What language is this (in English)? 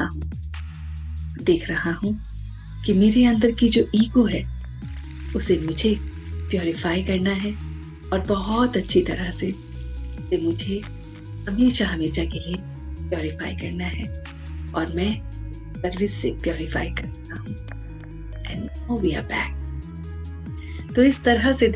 Hindi